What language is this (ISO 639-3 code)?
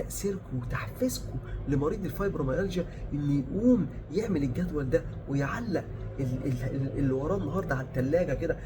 arz